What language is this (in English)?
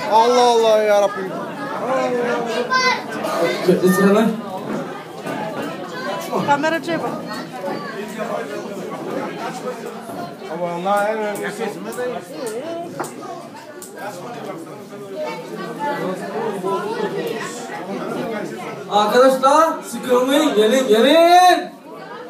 Turkish